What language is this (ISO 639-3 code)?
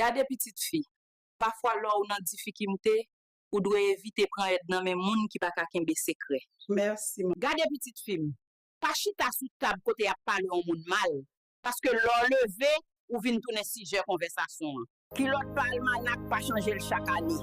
hat